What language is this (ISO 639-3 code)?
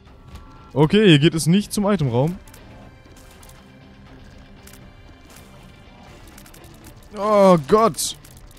deu